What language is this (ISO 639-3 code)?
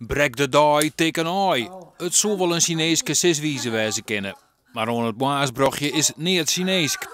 fry